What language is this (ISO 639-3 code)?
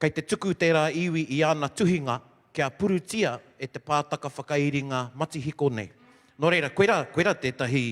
mri